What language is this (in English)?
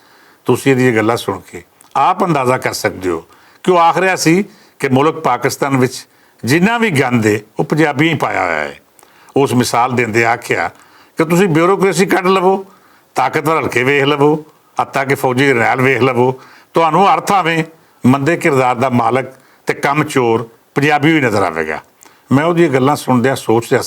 Western Panjabi